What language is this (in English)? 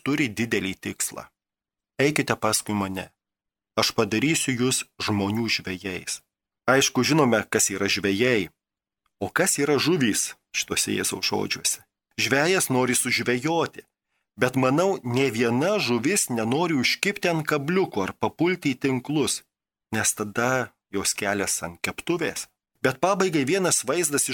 Lithuanian